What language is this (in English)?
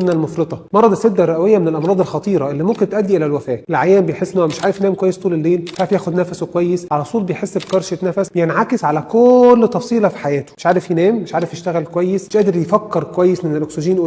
Egyptian Arabic